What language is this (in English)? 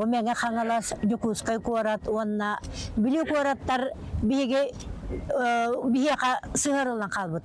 Yakut